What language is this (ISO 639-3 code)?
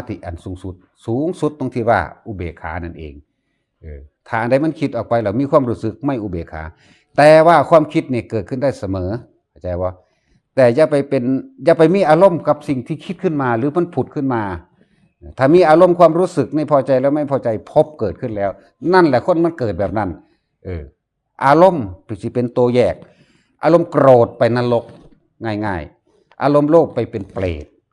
tts